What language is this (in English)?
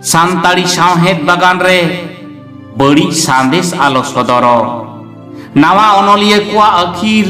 Santali